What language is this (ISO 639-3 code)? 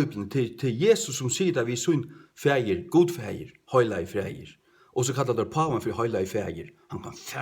fao